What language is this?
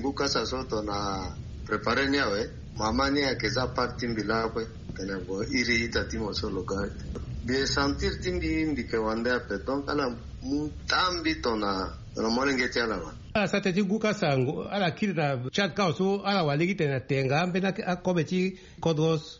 Sango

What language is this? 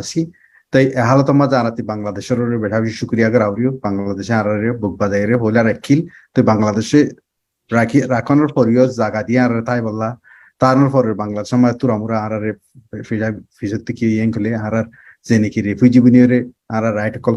Rohingya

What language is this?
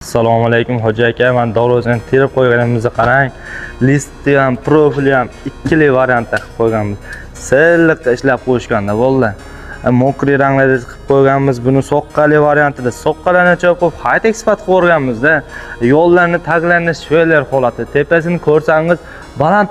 Uzbek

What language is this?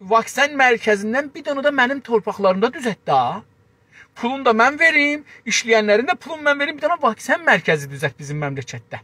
South Azerbaijani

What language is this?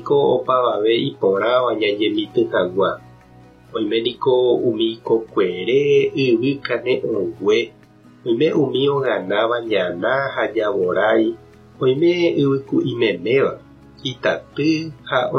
Guarani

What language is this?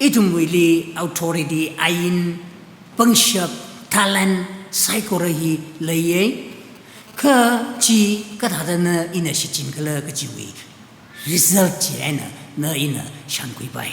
Tangkhul Naga (India)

